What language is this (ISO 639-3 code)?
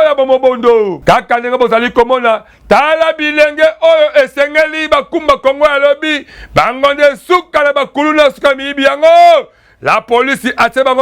lin